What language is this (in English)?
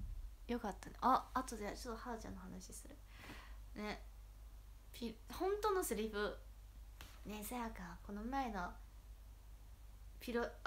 Japanese